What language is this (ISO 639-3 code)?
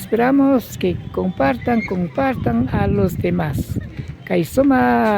qvi